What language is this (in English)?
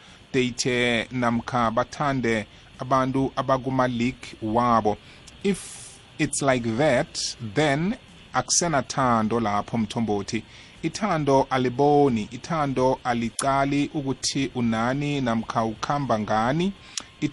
South Ndebele